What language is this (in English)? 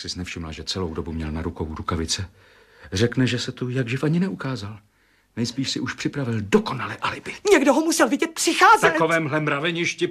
Czech